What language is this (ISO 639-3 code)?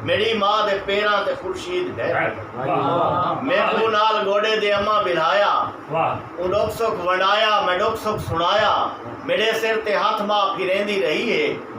skr